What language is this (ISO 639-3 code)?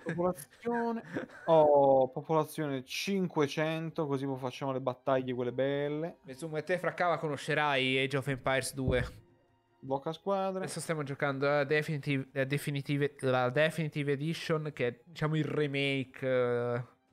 ita